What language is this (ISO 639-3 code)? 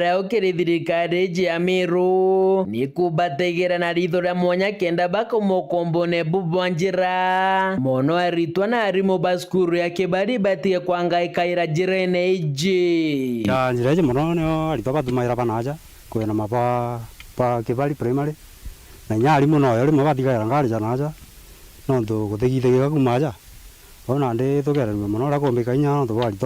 mer